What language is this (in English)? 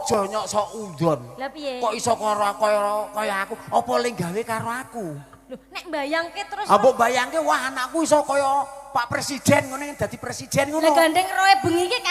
Javanese